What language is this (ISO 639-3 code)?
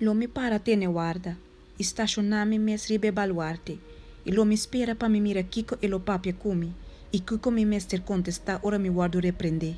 pap